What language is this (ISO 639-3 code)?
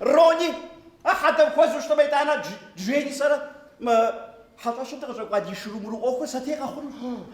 kbd